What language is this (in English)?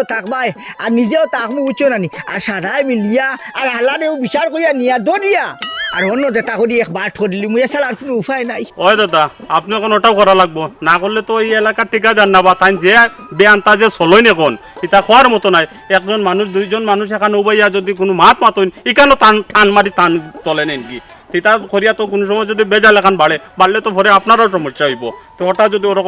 Sylheti